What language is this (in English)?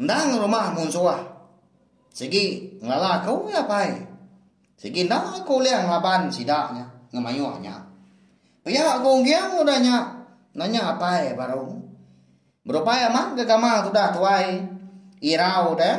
Iban